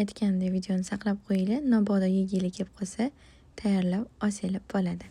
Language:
Uzbek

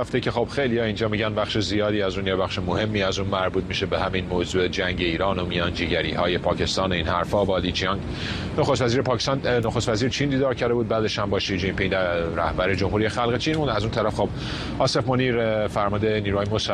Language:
Persian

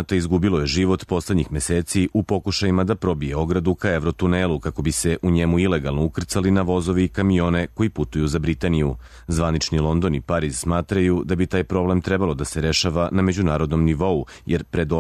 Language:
Serbian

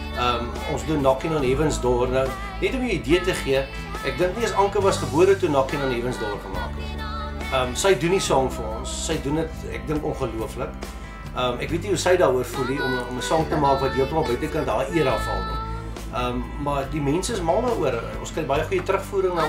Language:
Afrikaans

